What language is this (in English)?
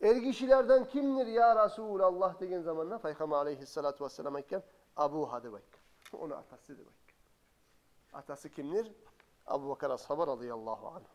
Kumyk